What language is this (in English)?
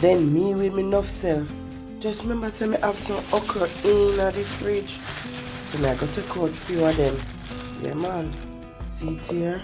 Jamaican Creole English